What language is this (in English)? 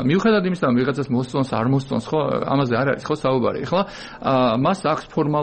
Georgian